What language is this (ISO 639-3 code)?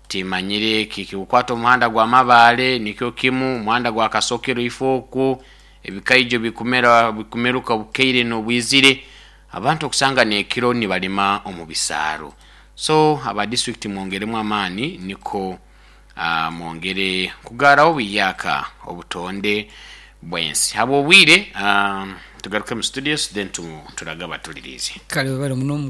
nyo